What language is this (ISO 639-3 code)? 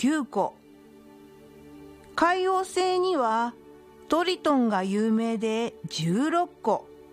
jpn